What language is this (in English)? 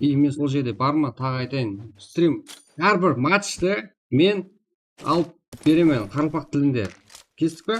Kara-Kalpak